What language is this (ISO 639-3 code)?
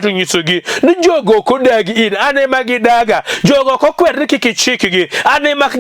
luo